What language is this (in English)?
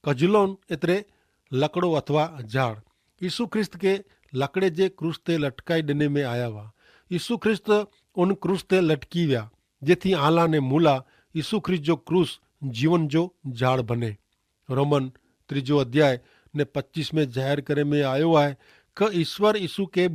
Kachhi